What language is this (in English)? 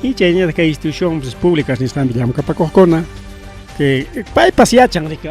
Ayacucho Quechua